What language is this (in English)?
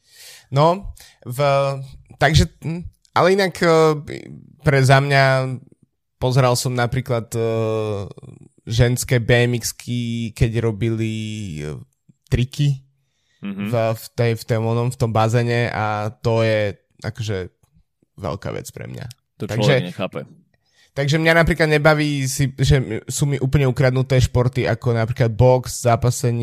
Slovak